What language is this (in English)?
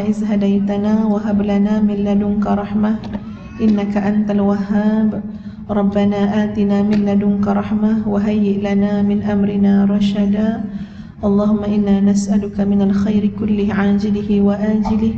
Malay